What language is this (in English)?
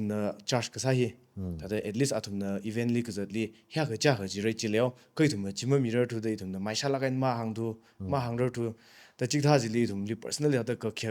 Tangkhul Naga (India)